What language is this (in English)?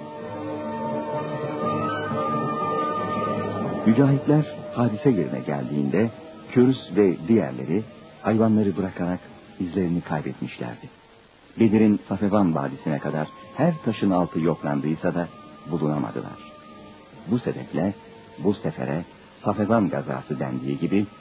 Turkish